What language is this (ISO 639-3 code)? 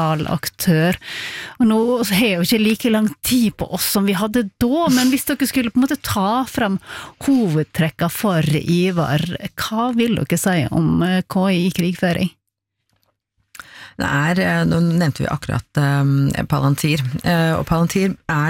nor